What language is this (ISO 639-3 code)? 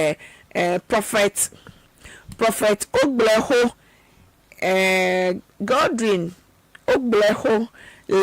ewe